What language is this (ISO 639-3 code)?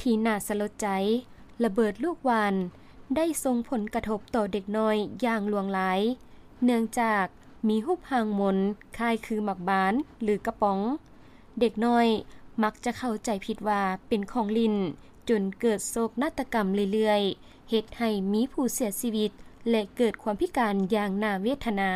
lao